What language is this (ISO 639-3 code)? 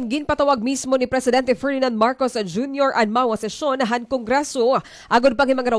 war